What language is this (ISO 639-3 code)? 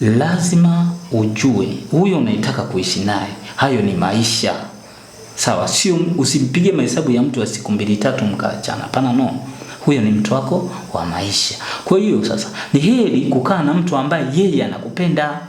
swa